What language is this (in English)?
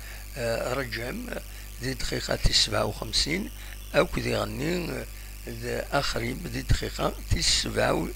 Kabyle